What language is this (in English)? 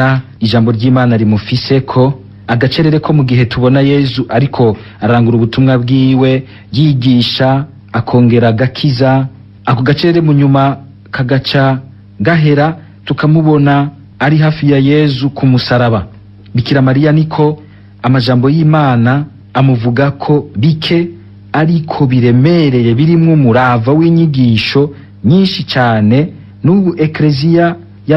Rundi